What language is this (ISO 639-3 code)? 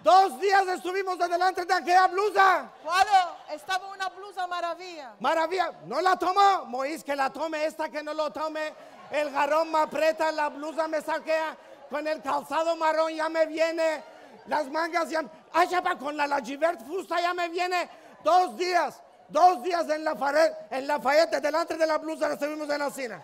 lad